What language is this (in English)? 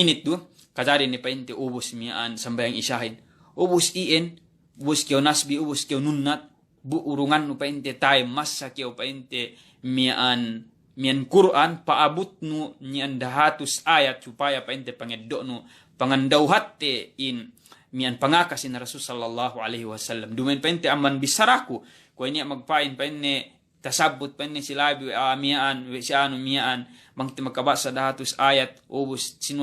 Yakan